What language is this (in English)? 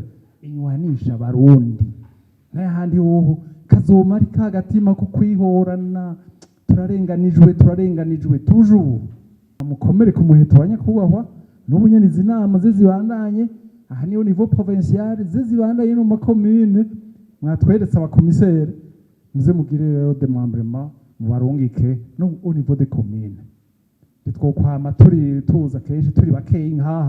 Rundi